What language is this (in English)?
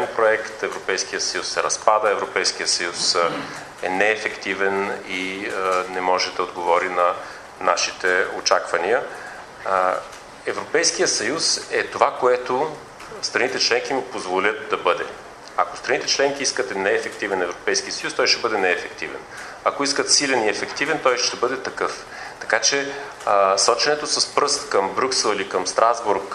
Bulgarian